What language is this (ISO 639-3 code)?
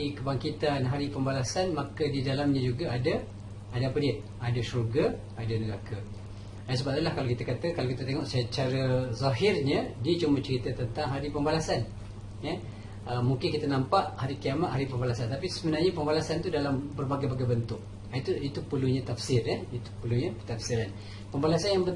msa